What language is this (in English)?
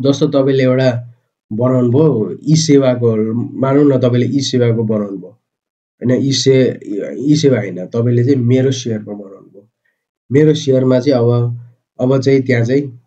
Nepali